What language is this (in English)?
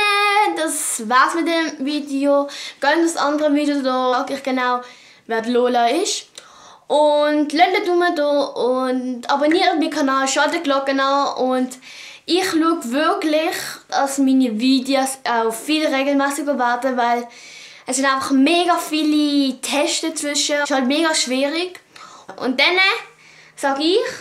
Swiss German